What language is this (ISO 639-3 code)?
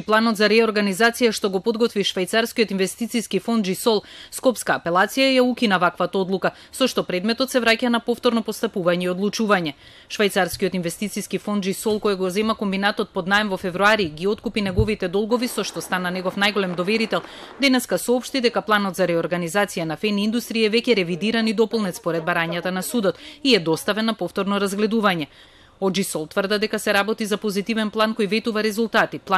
mkd